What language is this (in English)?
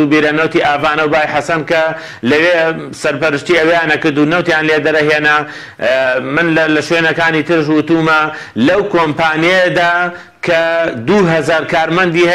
Central Kurdish